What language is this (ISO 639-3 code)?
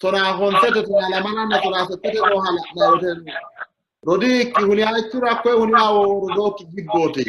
sid